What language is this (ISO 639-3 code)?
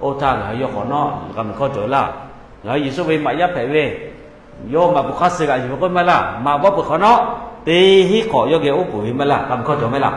lhu